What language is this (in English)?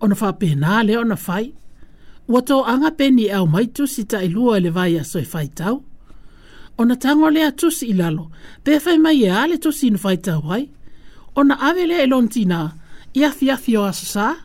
Samoan